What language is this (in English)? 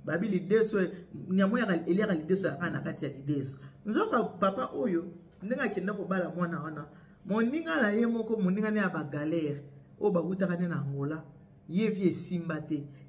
Lingala